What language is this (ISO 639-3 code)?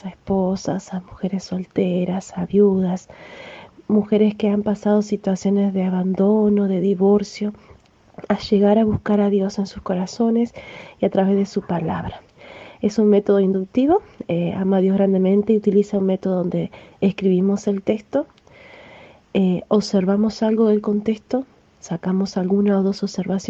spa